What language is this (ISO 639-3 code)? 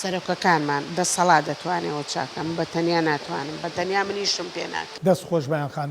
ckb